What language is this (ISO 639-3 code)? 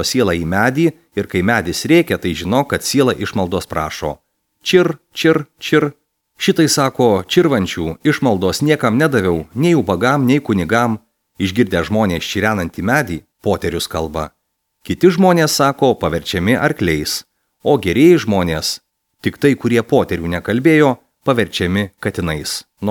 lit